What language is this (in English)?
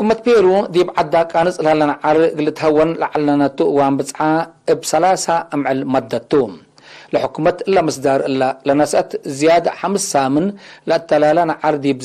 Tigre